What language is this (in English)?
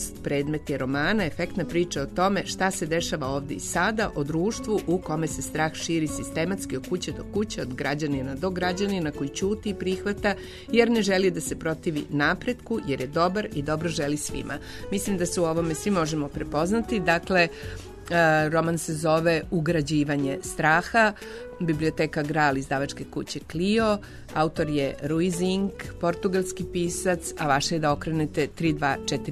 Serbian